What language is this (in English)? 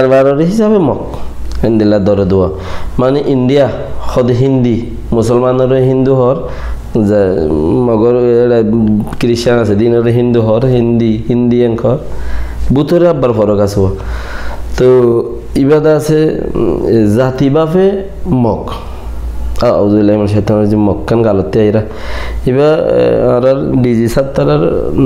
Rohingya